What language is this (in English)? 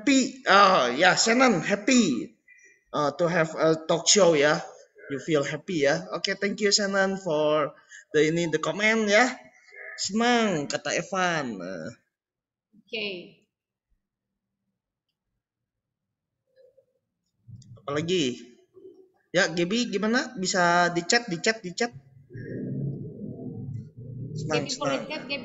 Indonesian